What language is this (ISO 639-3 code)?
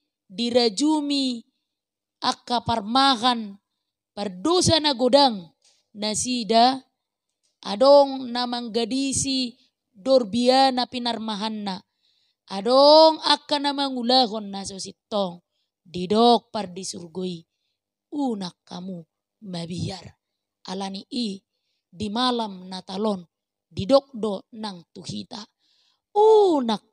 bbc